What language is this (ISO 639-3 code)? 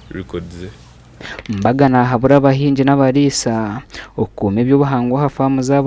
nyn